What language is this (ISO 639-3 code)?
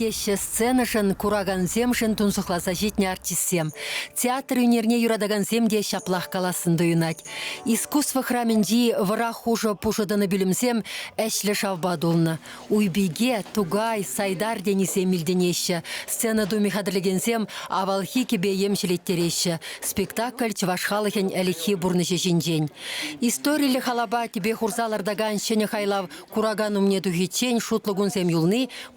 chv